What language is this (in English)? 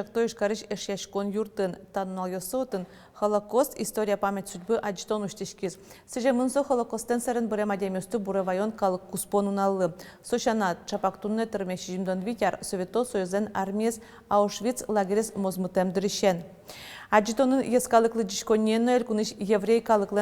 Udmurt